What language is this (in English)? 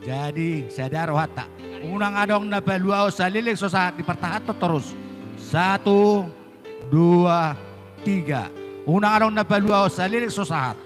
Batak Toba